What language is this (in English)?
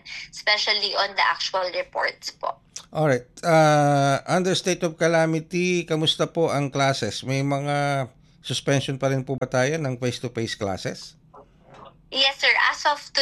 Filipino